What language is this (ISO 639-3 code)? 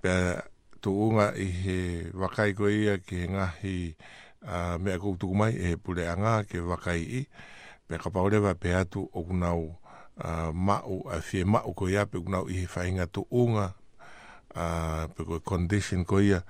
ton